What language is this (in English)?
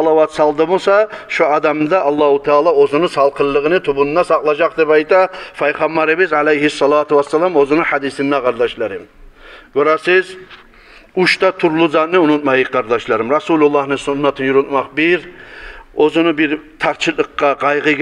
Kumyk